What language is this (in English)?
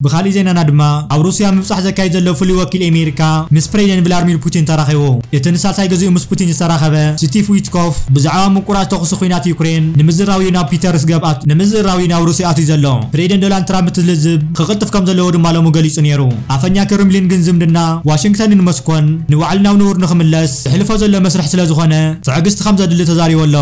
Tigrinya